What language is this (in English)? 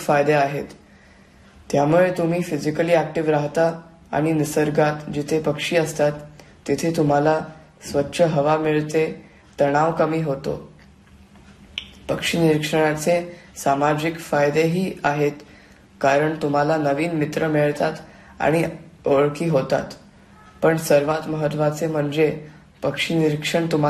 Marathi